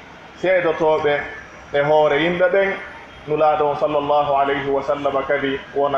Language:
Pular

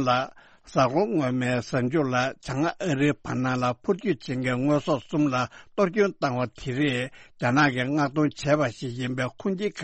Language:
Tibetan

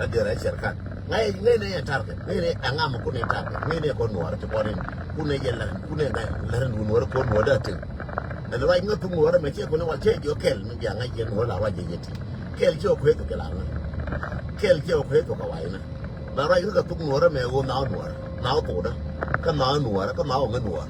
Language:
Nuer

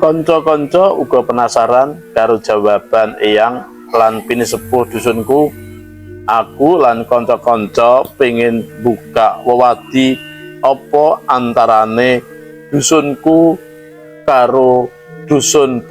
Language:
Javanese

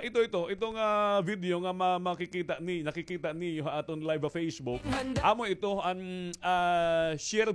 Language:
Waray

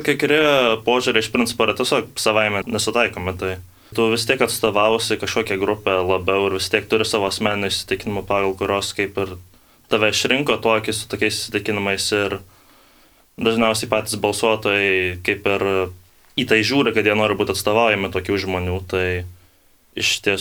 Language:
Lithuanian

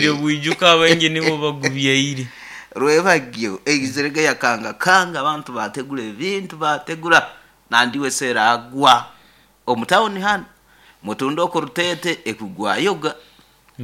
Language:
Nyoro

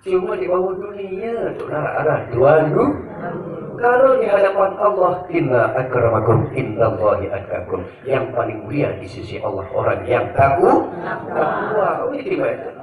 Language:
Sasak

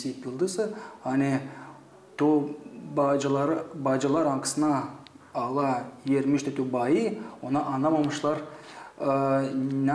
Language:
Gagauz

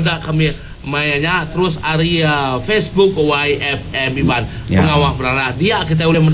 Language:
Iban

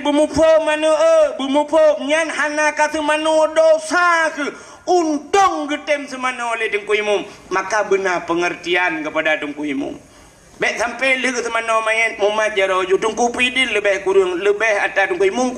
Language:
Achinese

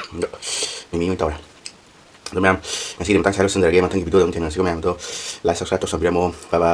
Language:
Manipuri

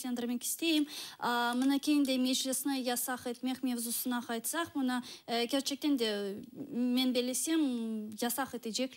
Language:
Crimean Tatar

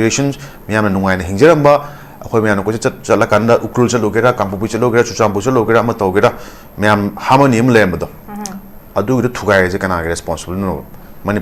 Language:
Manipuri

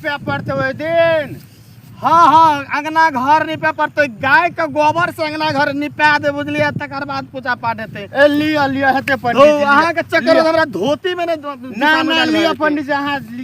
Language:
Maithili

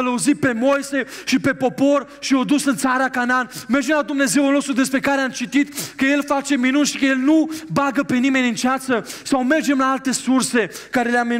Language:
Romanian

